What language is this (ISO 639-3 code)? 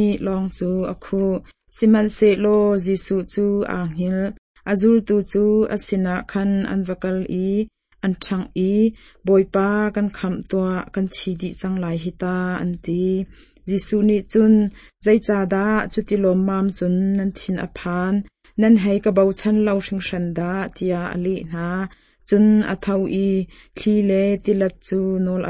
cnh